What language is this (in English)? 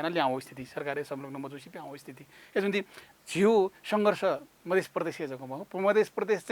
Newari